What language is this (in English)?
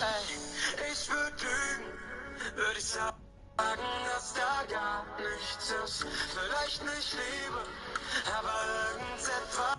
Bavarian